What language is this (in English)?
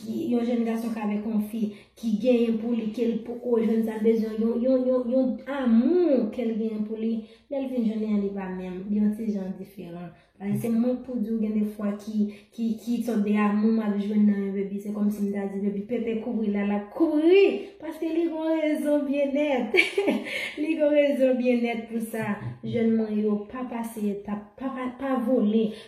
Haitian Creole